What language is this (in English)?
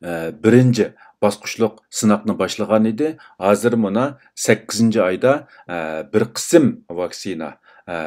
Uyghur